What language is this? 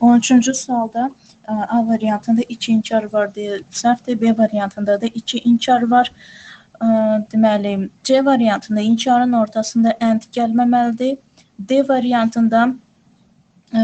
Azerbaijani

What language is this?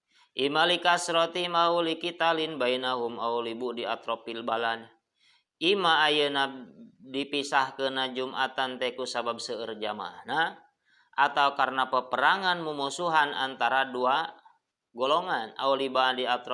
Sundanese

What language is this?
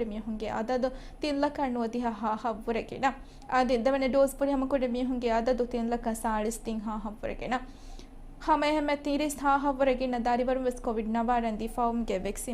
Divehi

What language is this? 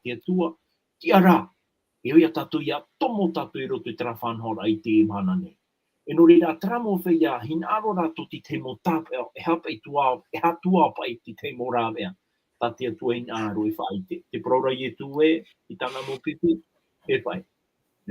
Tahitian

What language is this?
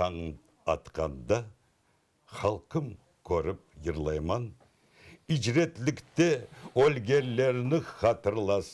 Crimean Tatar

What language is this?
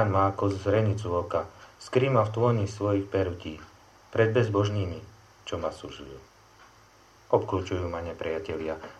Slovak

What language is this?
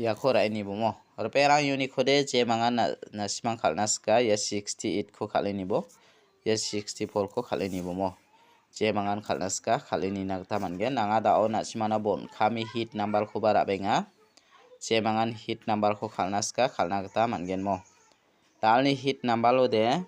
Garo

